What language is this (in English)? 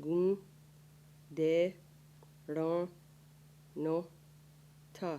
Mohawk